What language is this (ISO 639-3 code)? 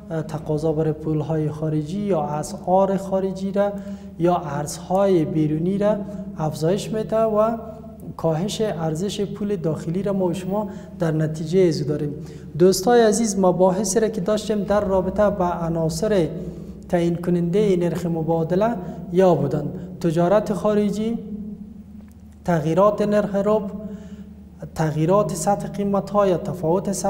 fas